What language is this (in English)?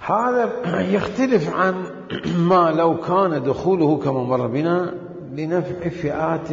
Mesopotamian Arabic